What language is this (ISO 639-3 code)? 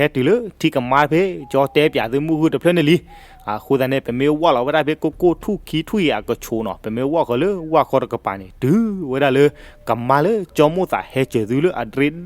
ksw